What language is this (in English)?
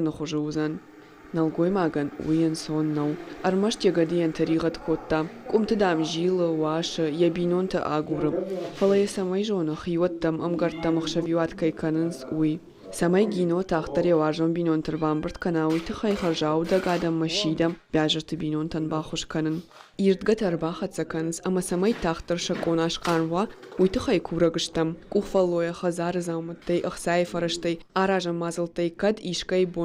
Ossetic